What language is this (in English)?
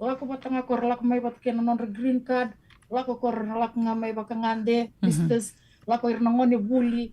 Fijian